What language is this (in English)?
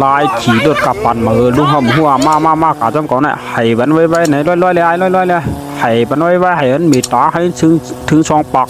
Shan